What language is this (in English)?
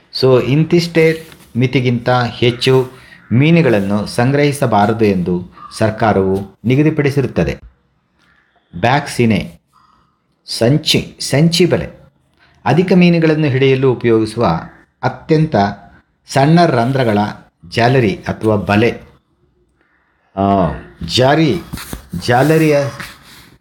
Kannada